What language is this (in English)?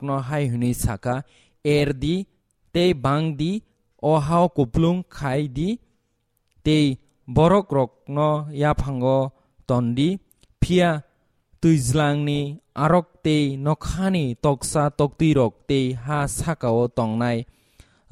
Kok Borok